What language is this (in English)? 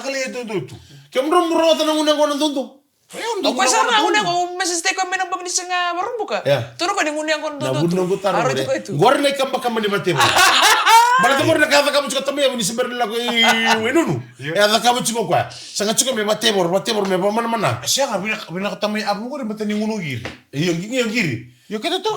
Fijian